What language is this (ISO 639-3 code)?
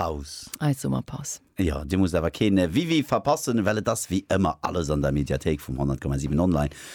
ltz